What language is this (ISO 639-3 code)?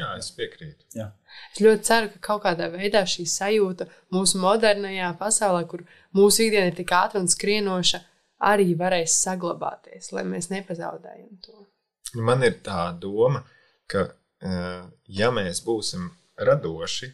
lav